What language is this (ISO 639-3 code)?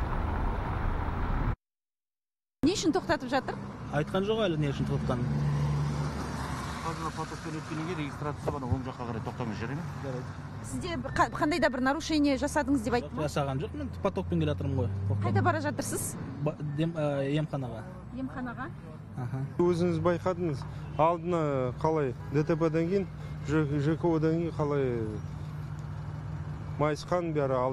kaz